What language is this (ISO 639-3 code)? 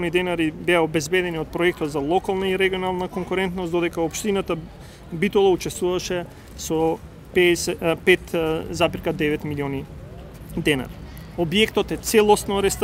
mkd